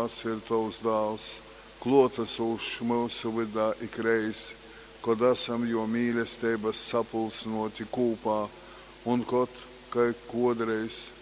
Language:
Latgalian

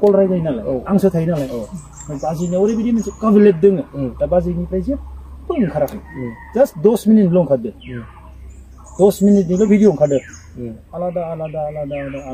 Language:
Bodo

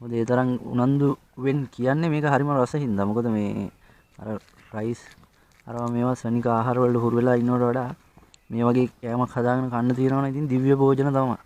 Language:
Sinhala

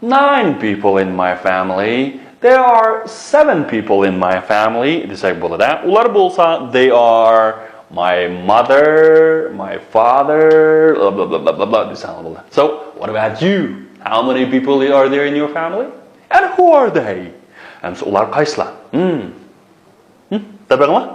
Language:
Uyghur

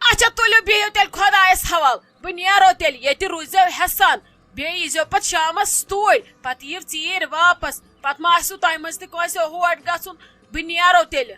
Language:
Kashmiri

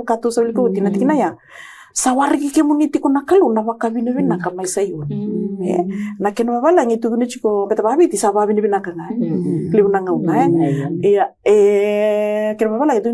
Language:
Fijian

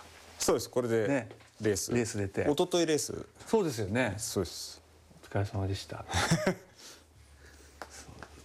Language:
Japanese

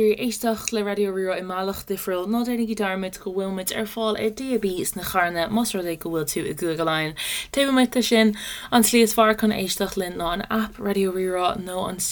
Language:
Irish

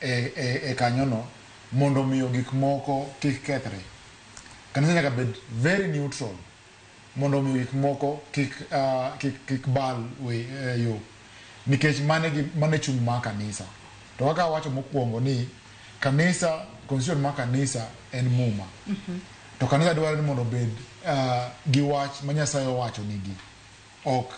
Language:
Luo (Kenya and Tanzania)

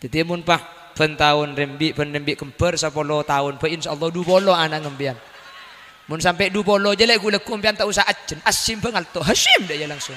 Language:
Madurese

